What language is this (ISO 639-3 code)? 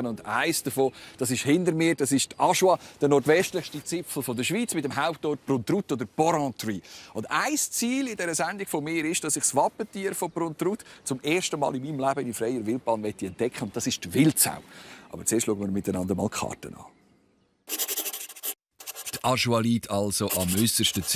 gsw